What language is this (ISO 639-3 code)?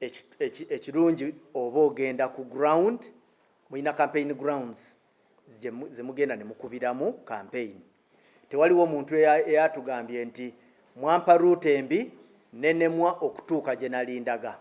lug